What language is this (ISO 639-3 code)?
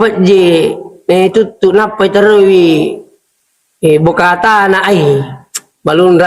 bug